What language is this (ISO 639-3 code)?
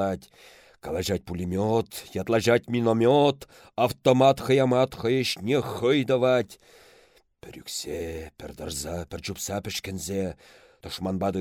chv